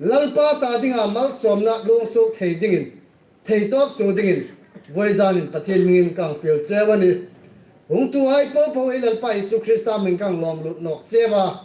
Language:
Hmar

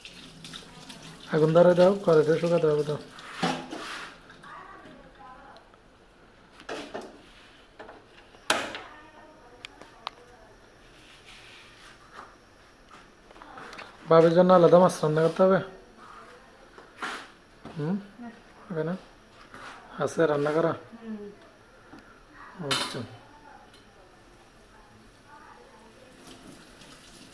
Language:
Bangla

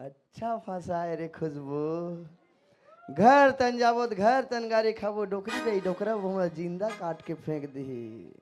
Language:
Chhattisgarhi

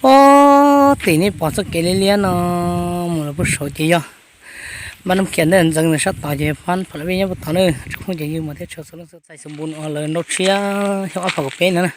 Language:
Hmong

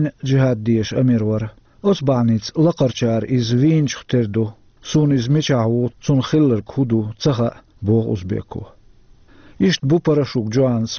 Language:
Chechen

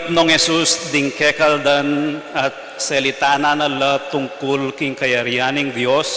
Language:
Pampanga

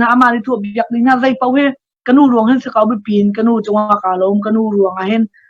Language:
Hakha Chin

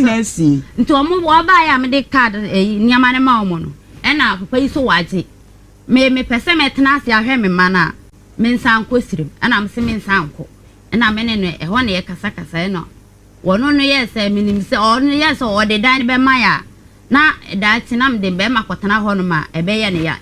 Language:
Akan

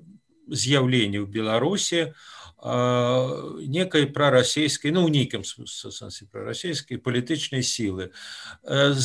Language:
Belarusian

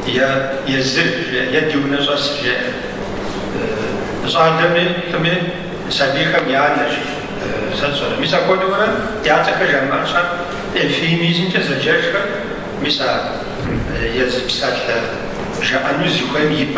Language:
Kabardian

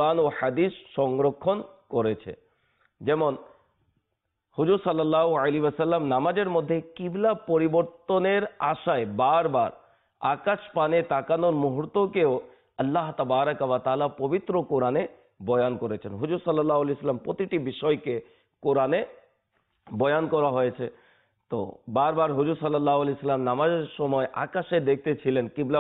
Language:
Bangla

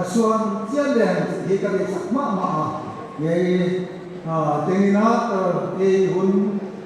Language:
Paite Chin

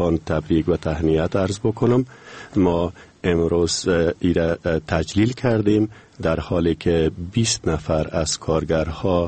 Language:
Persian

